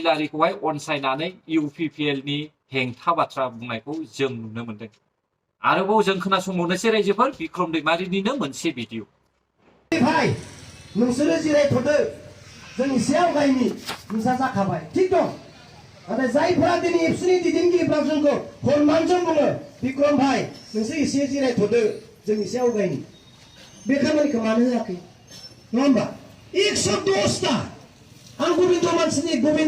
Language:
Bodo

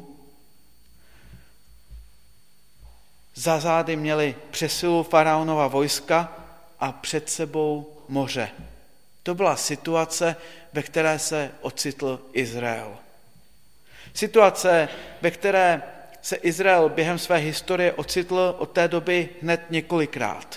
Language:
Czech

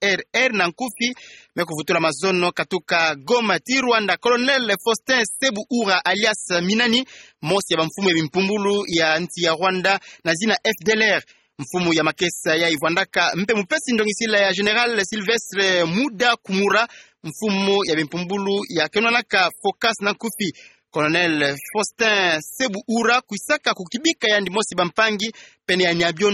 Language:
Kituba (Democratic Republic of Congo)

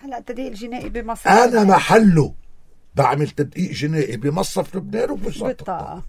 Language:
North Levantine Arabic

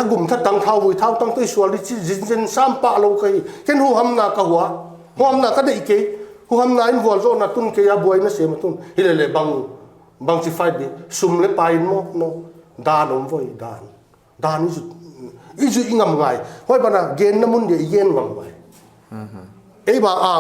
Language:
Paite Chin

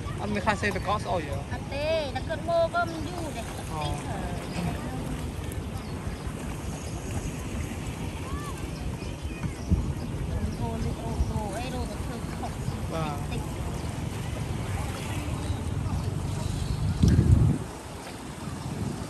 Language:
Vietnamese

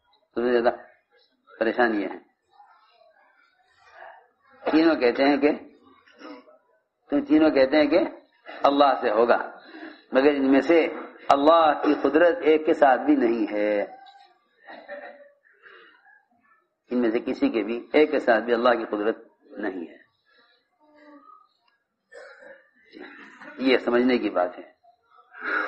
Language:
Urdu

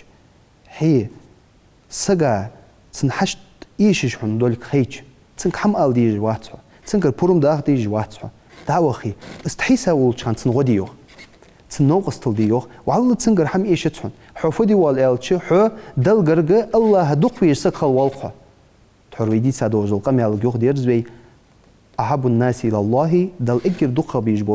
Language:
Ingush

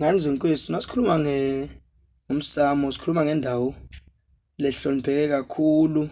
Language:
Zulu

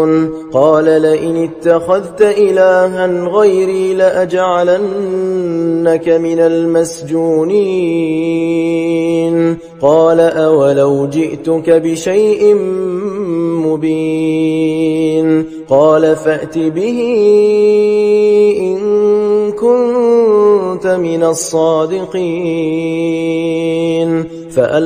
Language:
Arabic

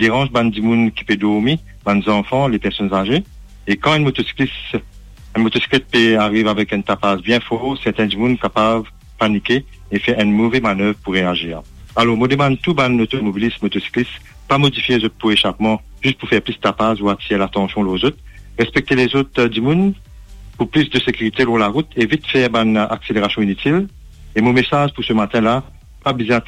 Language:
Morisyen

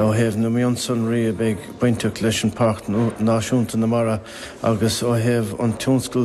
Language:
Irish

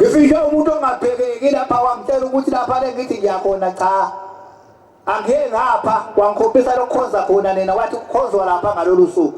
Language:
Zulu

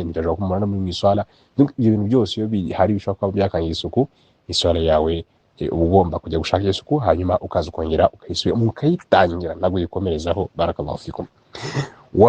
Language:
Kinyarwanda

